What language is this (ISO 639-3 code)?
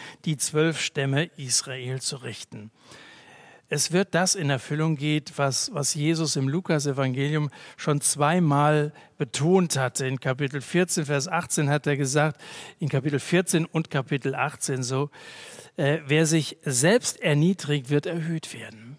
deu